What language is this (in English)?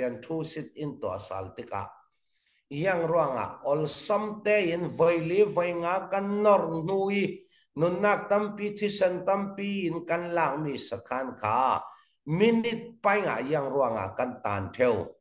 Hakha Chin